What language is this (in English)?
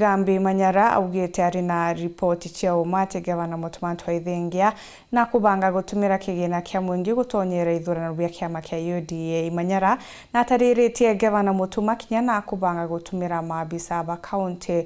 Meru